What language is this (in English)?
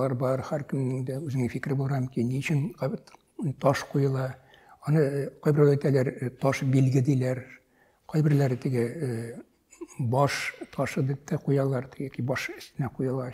Tatar